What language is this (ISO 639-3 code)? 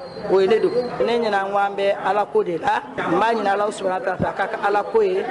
bam